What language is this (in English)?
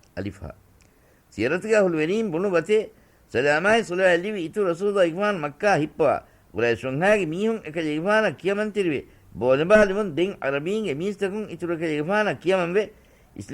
Divehi